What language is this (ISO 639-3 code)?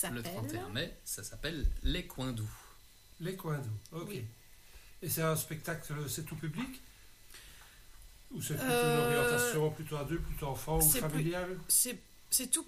fra